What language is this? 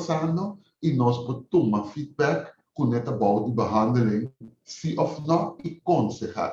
Papiamento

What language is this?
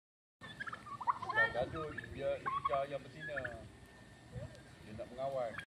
Malay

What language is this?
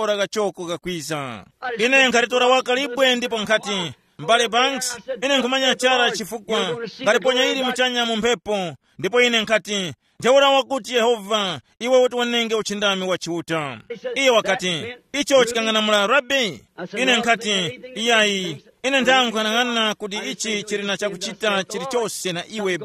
Tumbuka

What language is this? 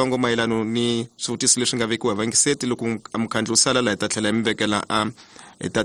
Tsonga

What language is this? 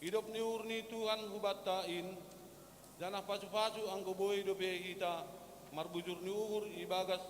Batak Simalungun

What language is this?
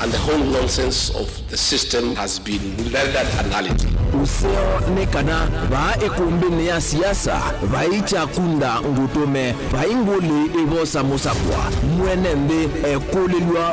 Kamba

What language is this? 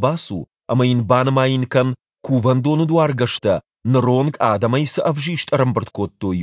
Ossetic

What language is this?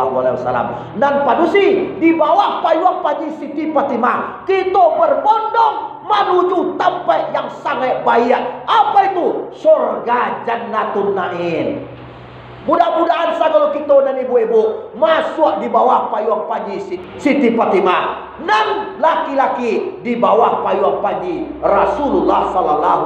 Minangkabau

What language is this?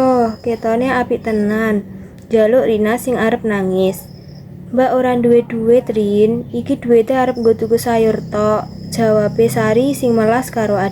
Javanese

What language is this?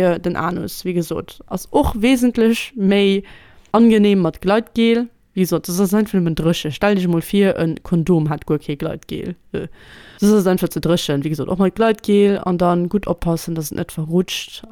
Luxembourgish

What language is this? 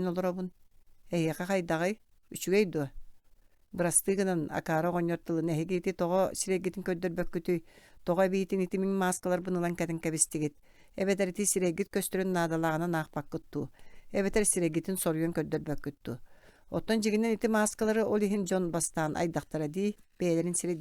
Yakut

